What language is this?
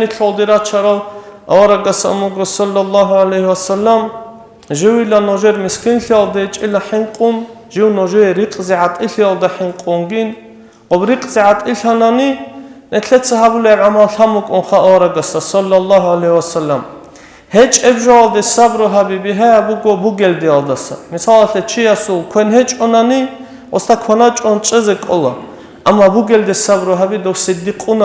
Avaric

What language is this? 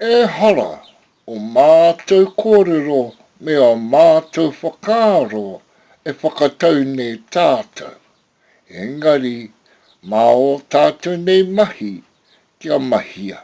Māori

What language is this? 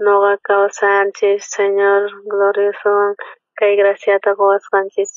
South Bolivian Quechua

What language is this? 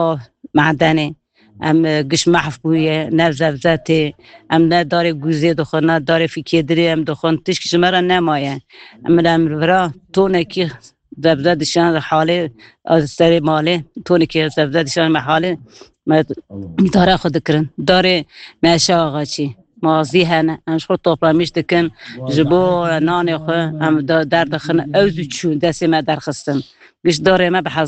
Kurdish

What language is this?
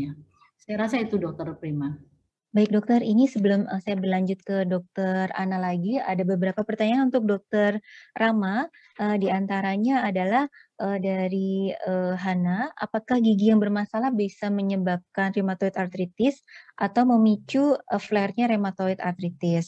Indonesian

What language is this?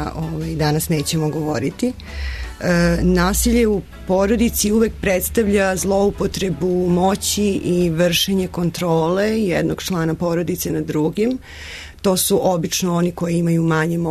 Serbian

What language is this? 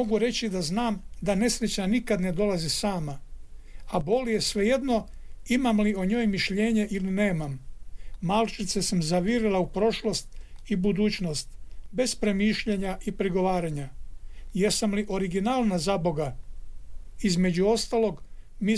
Croatian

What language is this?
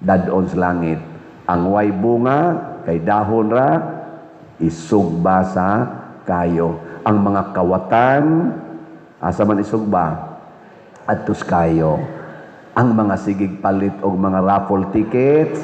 Cebuano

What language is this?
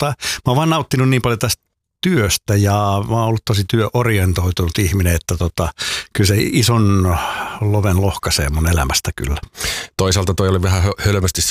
Finnish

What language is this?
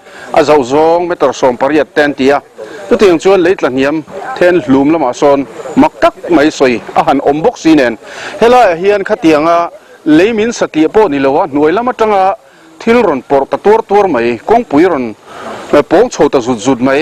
Mizo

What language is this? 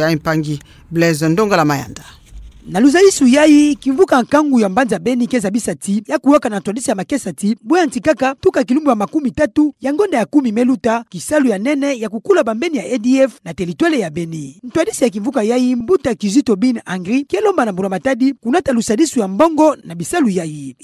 Kituba (Democratic Republic of Congo)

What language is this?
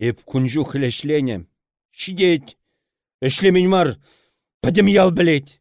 Chuvash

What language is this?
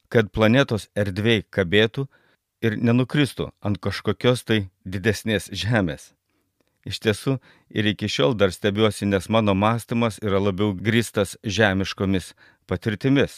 Lithuanian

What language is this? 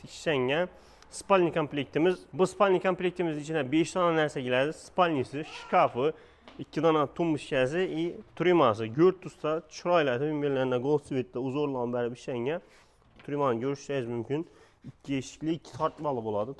Uzbek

